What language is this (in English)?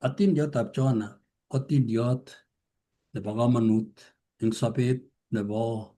Kalenjin